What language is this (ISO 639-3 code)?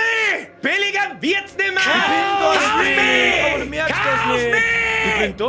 bar